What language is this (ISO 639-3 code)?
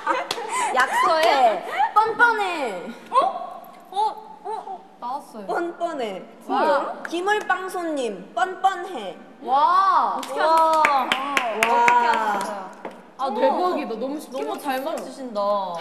kor